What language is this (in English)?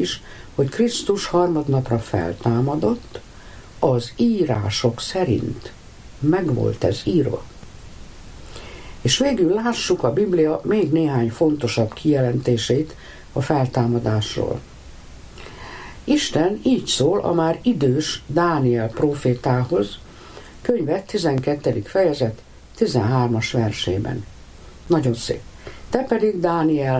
Hungarian